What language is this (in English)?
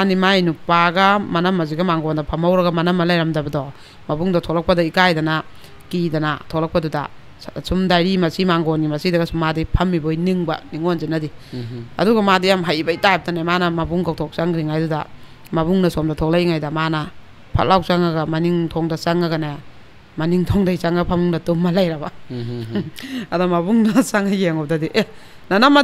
Manipuri